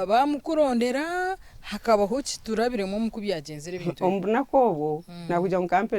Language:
Nyankole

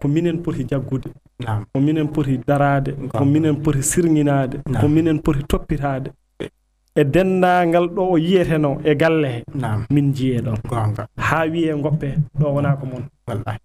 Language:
Fula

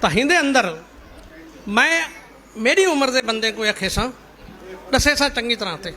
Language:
Saraiki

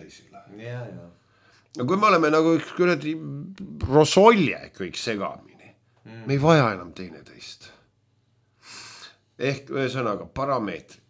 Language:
Estonian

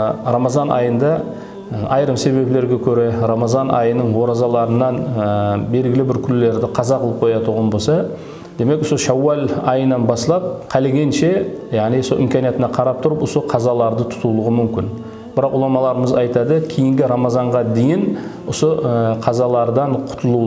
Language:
Kara-Kalpak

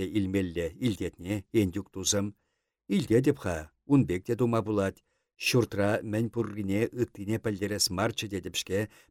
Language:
Chuvash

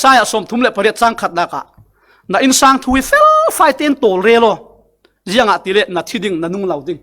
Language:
Falam Chin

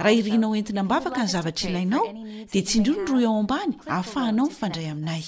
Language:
Malagasy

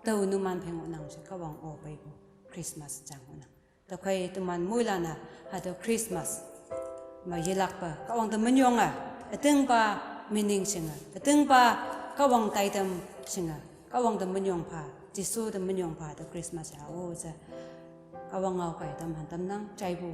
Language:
Konyak Naga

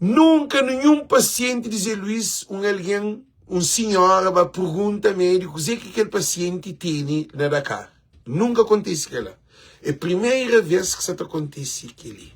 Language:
Kabuverdianu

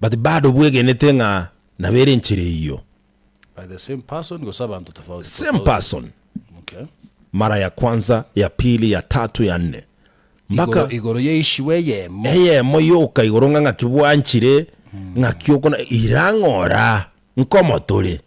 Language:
Gusii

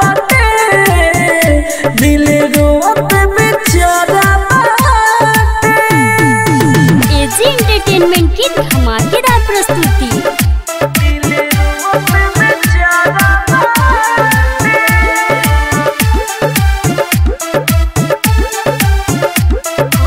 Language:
Bhojpuri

